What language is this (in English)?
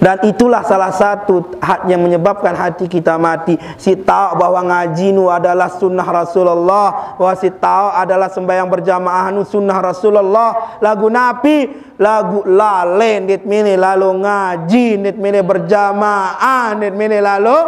Sasak